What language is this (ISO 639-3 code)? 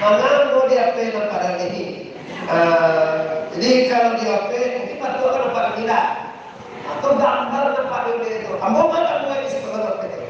min